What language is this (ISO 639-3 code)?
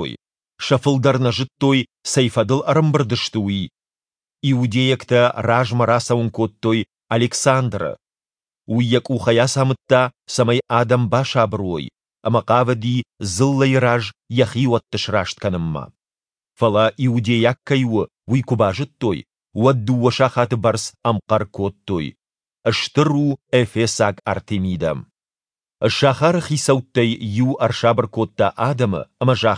oss